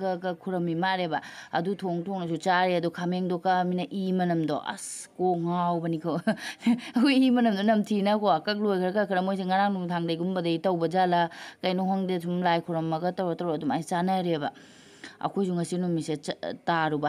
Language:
Manipuri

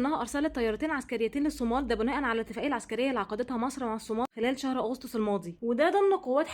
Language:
Egyptian Arabic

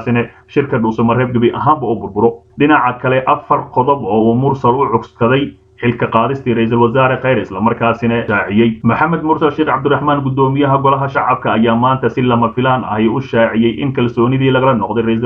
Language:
Somali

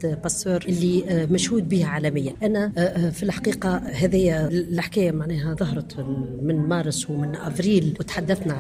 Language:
Tunisian Arabic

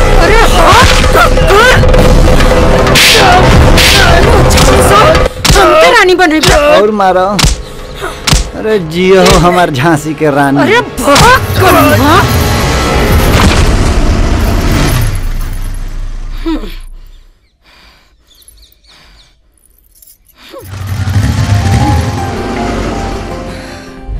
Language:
Bhojpuri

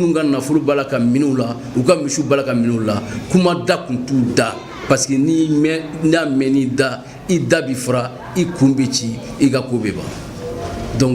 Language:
Bambara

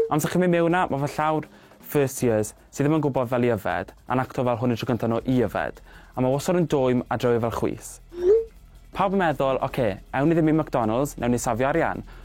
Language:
Welsh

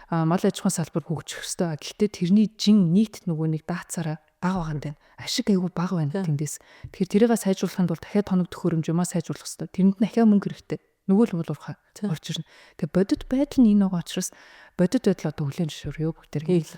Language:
Mongolian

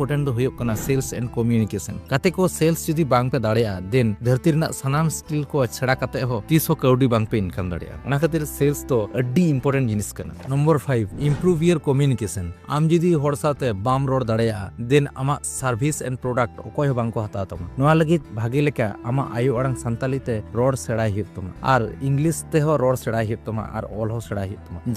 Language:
Santali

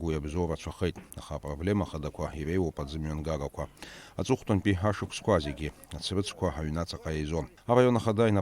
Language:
Abkhazian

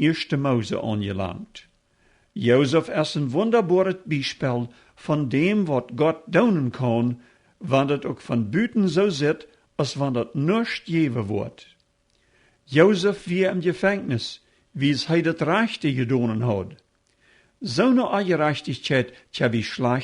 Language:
Plautdietsch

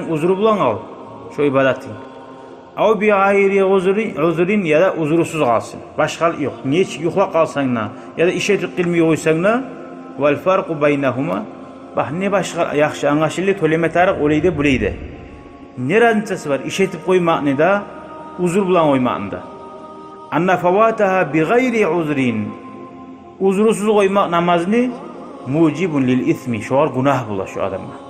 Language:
Kumyk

